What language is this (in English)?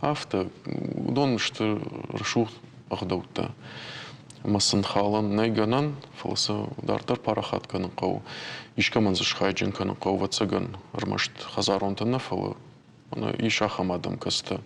Ossetic